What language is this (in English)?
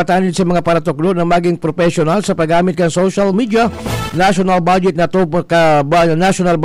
Bikol